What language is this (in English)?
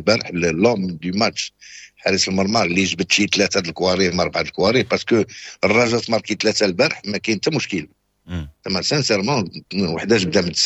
Moroccan Arabic